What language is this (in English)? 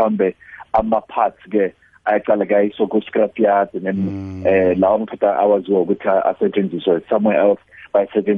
South Ndebele